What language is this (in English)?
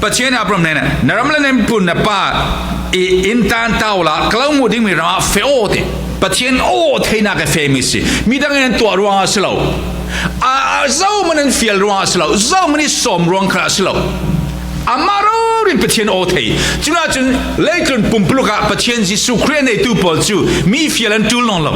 Falam Chin